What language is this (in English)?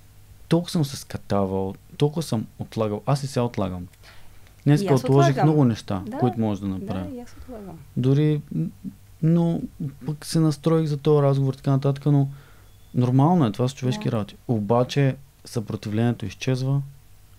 Bulgarian